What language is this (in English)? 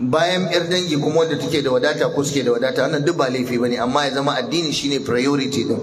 Hausa